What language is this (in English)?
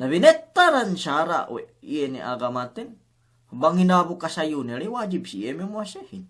Yakan